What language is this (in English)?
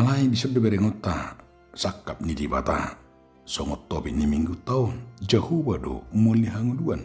Batak Toba